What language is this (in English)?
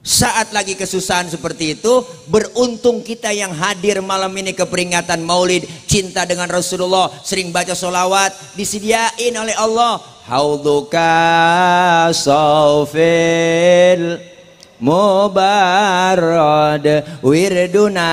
Betawi